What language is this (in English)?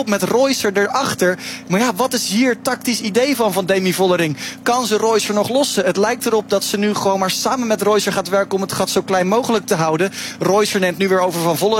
Dutch